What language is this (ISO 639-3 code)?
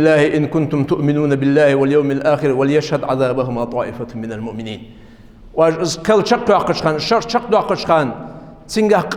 inh